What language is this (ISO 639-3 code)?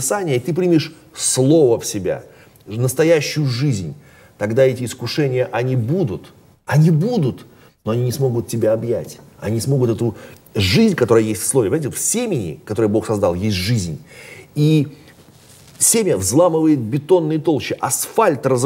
rus